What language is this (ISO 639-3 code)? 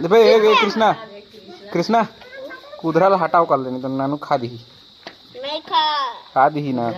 hne